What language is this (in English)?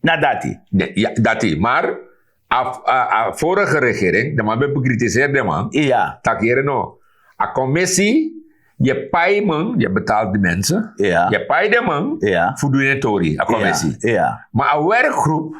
Sranan Tongo